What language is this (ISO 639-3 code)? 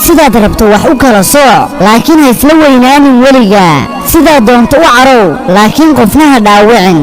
som